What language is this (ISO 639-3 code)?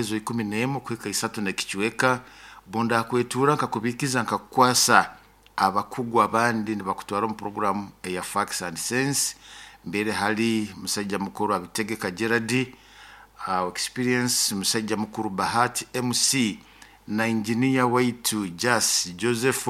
nyo